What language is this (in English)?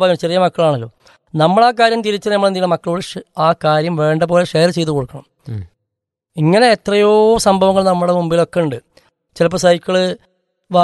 Malayalam